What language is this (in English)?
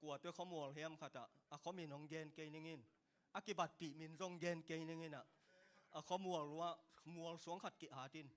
Tedim Chin